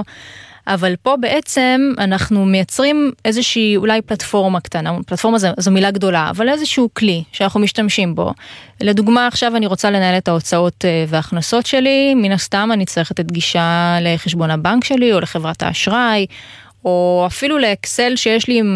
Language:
Hebrew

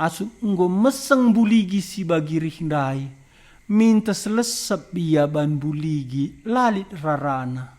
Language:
Batak Karo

